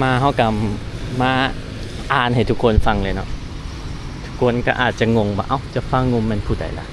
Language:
Lao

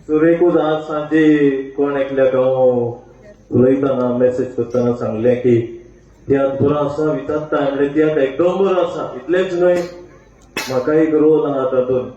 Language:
Konkani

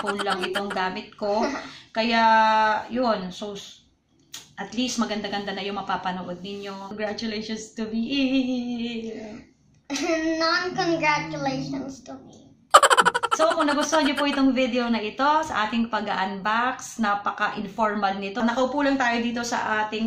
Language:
Filipino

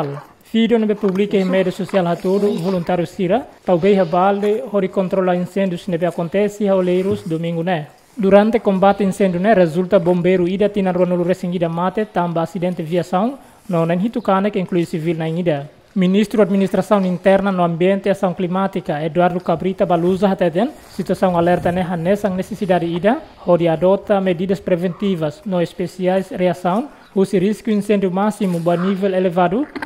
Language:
Tetum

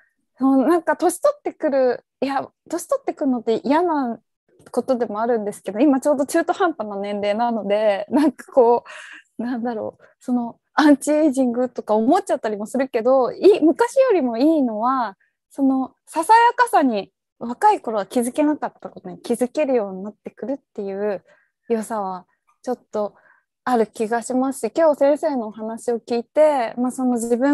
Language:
Japanese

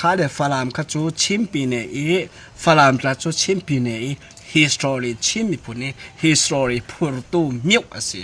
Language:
Falam Chin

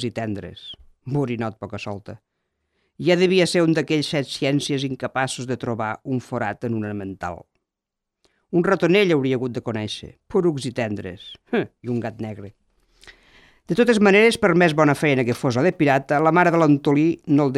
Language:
Catalan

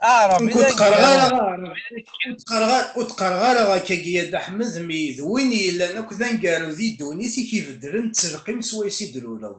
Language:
Kabyle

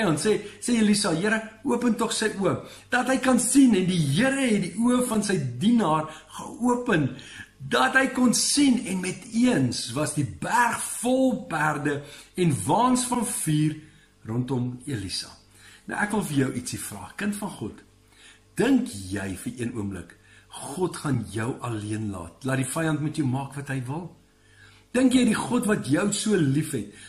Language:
Afrikaans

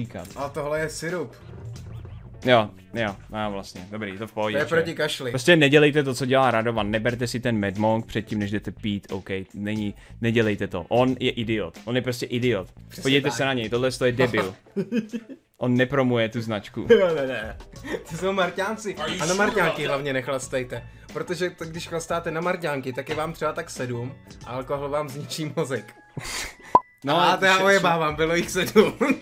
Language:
Czech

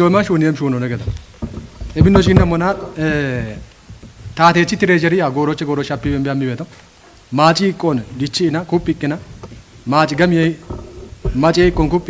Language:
Kafa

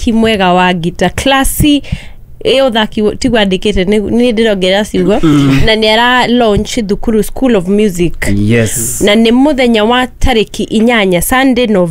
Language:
Kikuyu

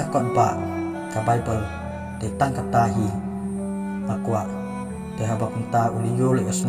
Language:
Khasi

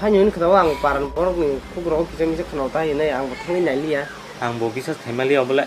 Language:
Kok Borok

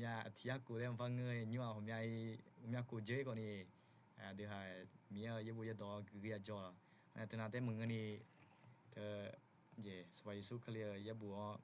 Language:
Akha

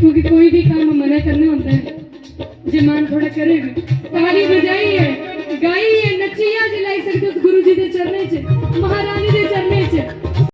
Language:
Dogri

